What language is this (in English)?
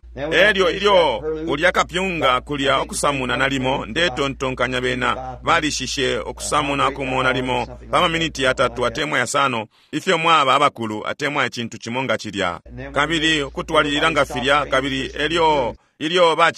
Bemba